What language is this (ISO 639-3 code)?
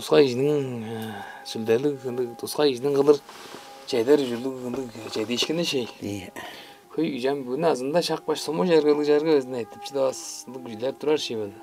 tyv